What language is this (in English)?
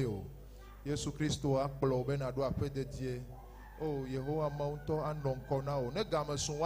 Ewe